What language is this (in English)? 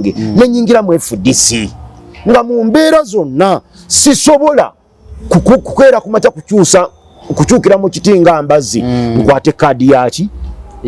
Ganda